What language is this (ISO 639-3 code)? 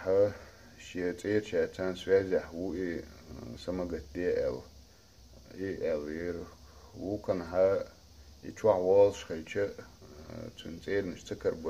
che